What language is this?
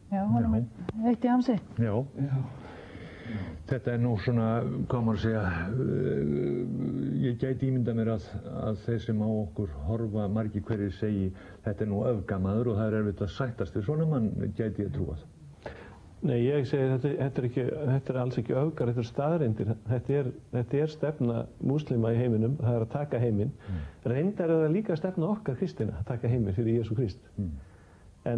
Icelandic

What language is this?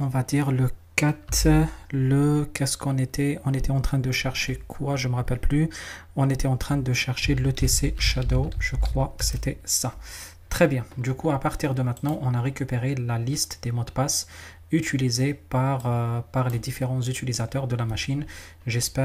French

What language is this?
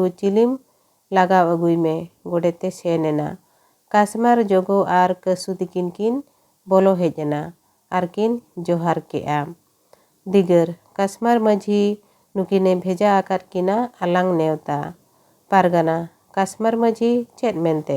Santali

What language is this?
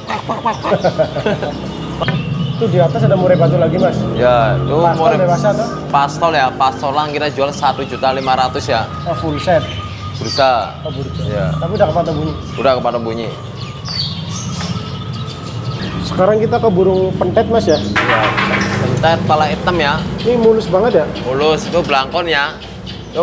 Indonesian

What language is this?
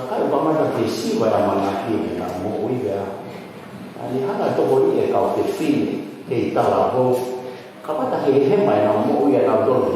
Tongan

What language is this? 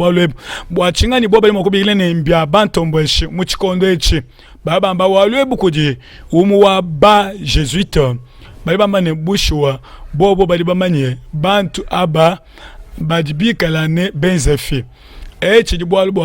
Luba-Lulua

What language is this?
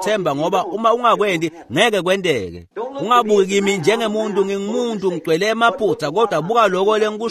Swati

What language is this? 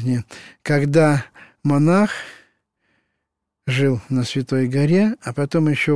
Russian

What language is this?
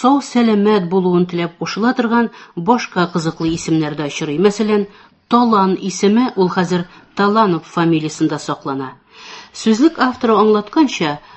Tatar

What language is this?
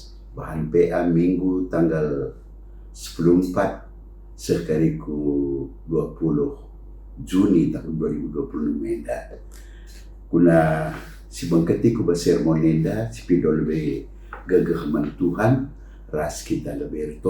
Batak Karo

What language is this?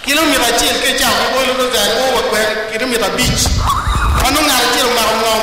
Acoli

